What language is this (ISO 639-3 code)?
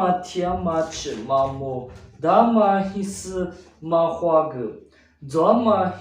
lis